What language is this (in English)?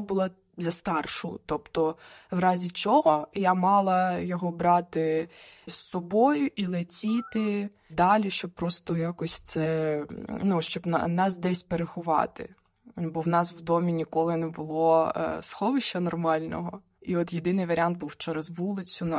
Ukrainian